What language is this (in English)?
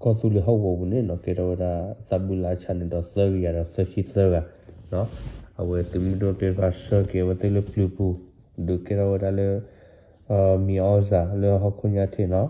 S'gaw Karen